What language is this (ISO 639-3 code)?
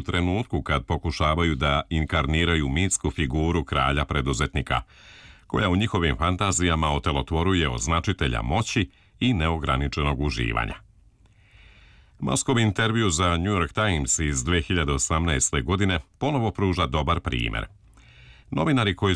srp